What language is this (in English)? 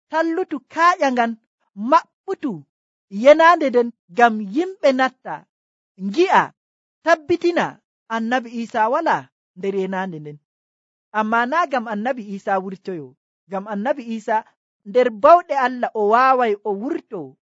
Nigerian Fulfulde